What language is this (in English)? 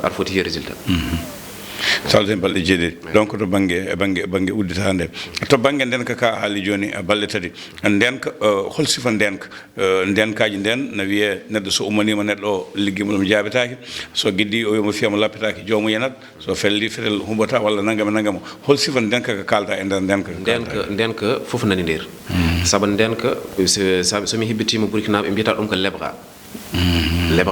Fula